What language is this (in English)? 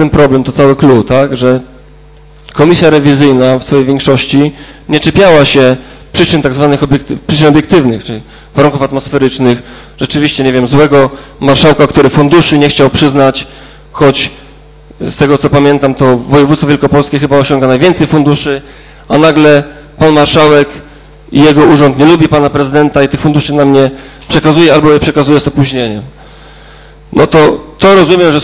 Polish